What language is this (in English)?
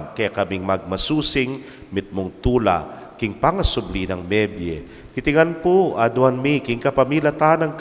Pampanga